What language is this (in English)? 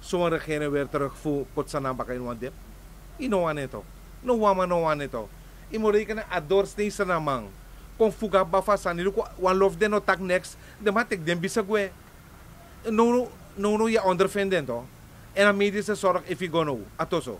Sranan Tongo